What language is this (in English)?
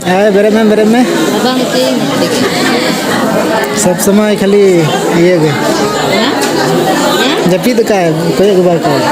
Santali